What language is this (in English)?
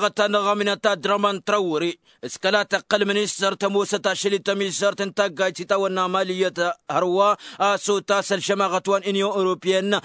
Tamasheq